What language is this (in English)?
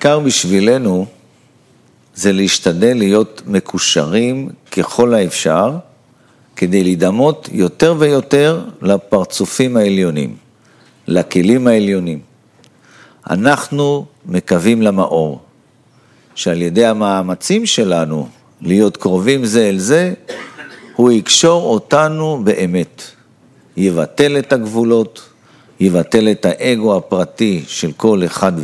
Hebrew